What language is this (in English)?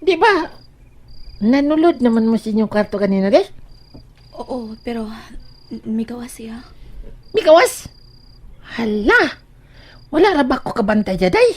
Cebuano